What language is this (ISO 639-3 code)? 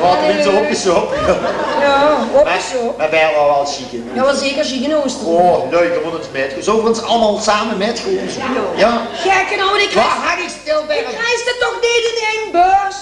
lim